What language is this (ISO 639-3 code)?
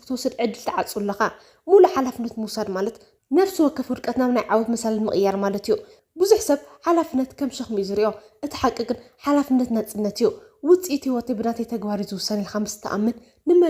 tir